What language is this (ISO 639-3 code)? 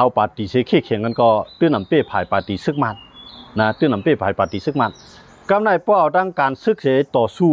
shn